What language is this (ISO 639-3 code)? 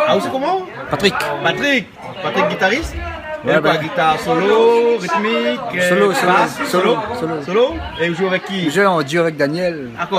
rcf